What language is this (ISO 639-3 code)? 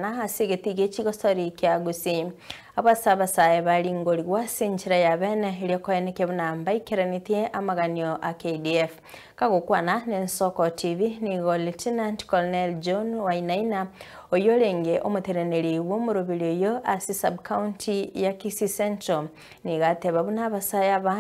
guz